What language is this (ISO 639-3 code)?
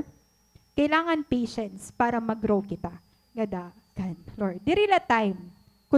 war